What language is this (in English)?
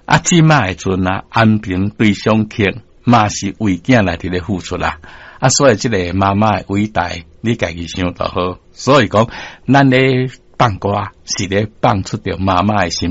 Min Nan Chinese